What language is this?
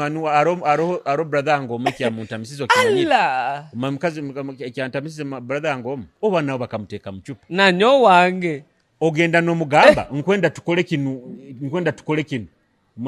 Nyoro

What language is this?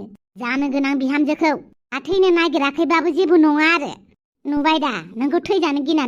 Bodo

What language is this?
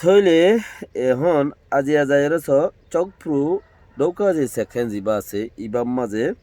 Rohingya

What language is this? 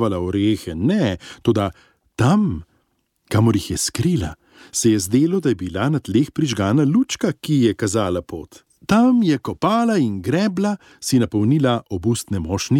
Slovenian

